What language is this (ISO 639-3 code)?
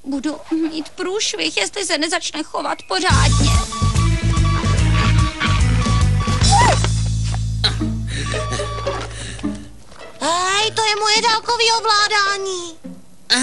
ces